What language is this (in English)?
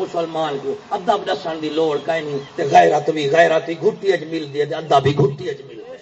Saraiki